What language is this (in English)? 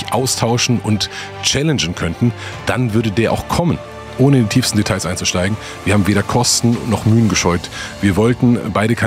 German